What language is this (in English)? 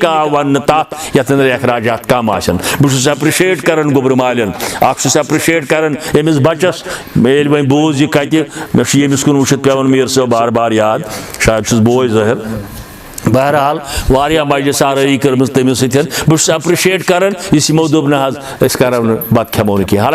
Kashmiri